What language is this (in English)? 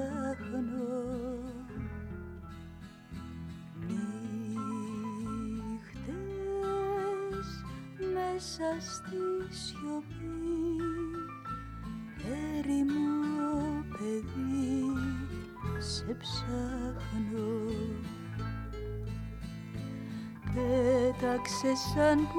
Greek